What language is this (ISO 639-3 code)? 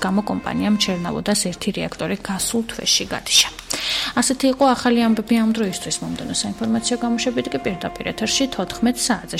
kat